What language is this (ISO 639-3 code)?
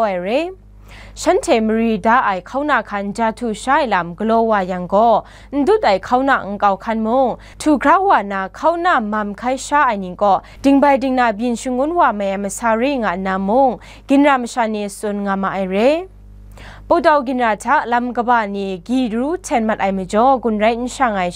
kac